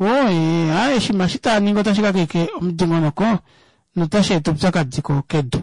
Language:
Kuanyama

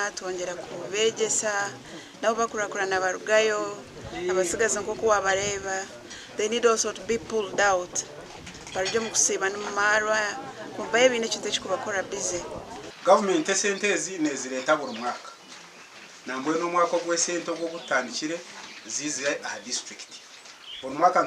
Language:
Nyankole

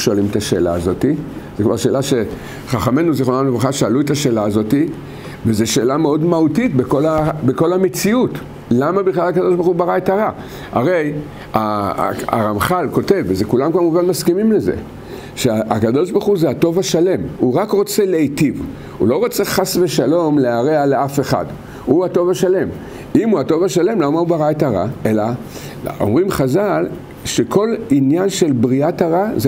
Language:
Hebrew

